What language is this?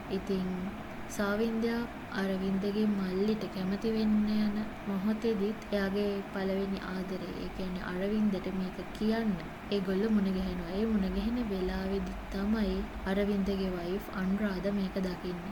Sinhala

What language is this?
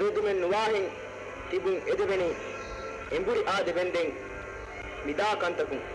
Divehi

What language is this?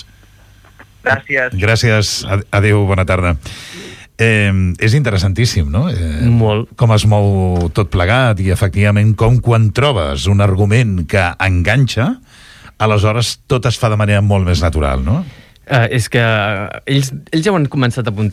Catalan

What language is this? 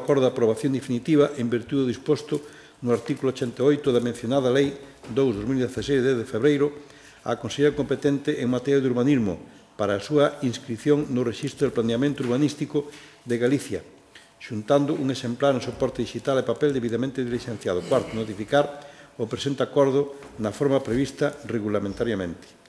Galician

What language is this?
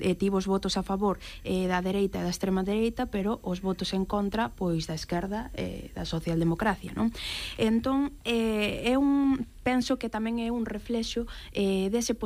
Galician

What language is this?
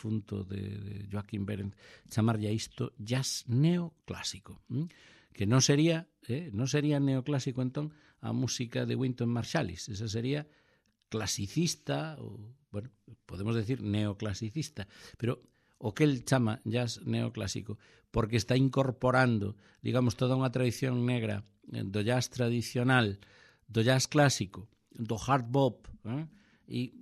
Galician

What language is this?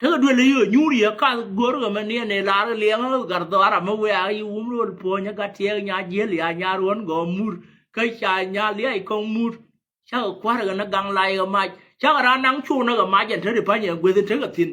Nuer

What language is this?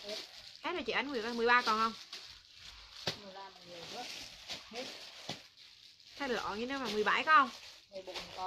Vietnamese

